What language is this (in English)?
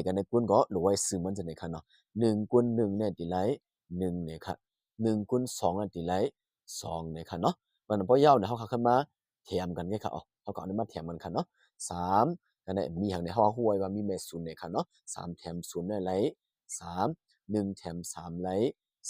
Shan